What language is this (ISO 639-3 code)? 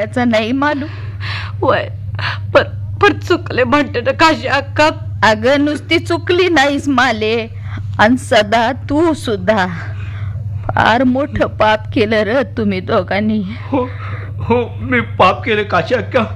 mar